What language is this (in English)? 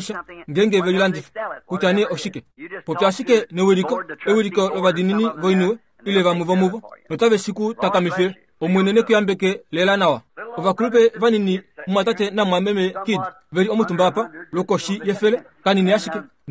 Kuanyama